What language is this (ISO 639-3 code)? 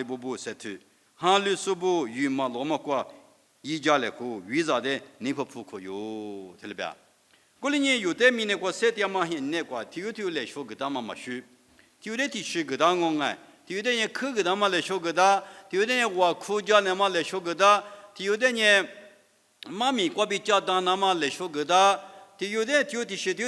lis